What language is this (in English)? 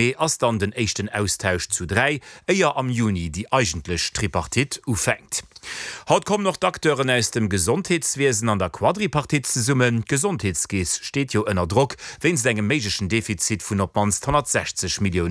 Luxembourgish